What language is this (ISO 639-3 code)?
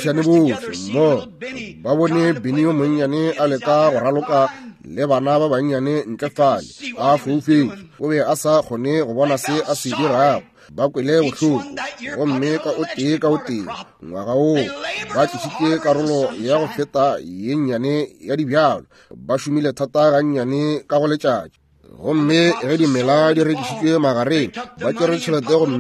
nso